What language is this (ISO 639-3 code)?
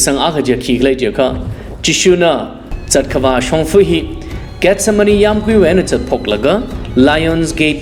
nmf